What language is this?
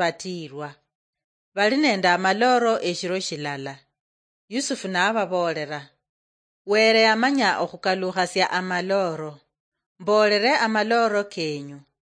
Luyia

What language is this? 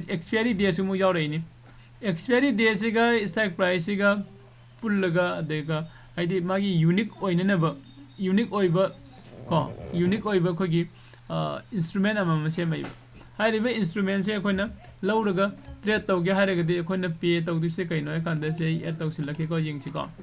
Manipuri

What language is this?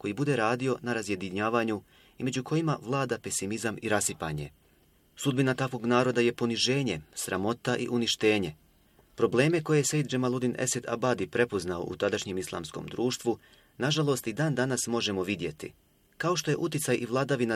Bosnian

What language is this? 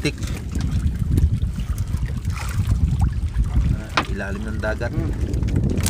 Filipino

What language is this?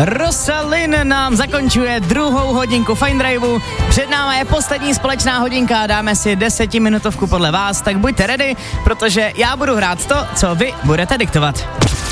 Czech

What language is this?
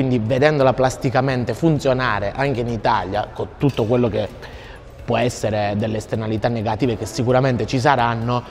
Italian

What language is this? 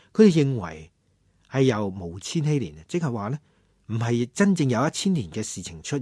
Cantonese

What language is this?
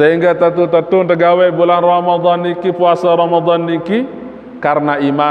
Sasak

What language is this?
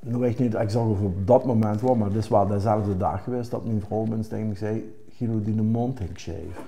Limburgish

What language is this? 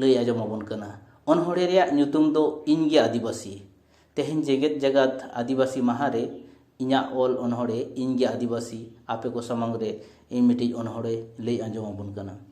Santali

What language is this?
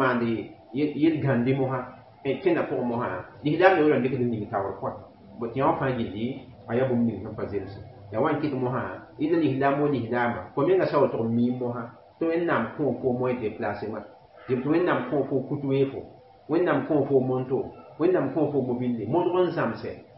Mossi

